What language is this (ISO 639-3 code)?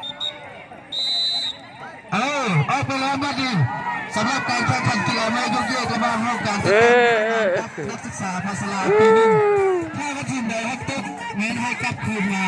lao